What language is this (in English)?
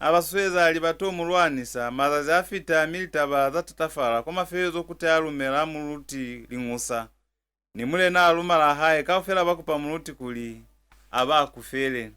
Lozi